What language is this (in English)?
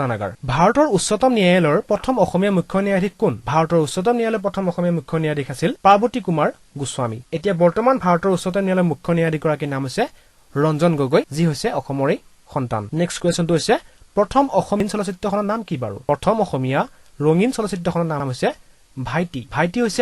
Assamese